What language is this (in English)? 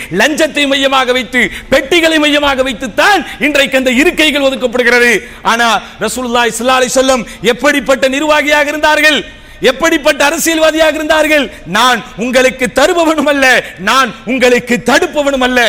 Tamil